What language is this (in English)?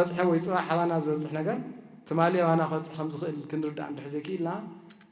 Tigrinya